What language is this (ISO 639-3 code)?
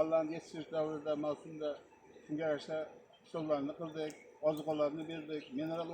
uzb